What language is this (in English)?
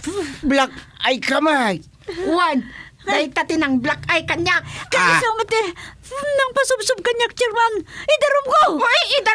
Iloko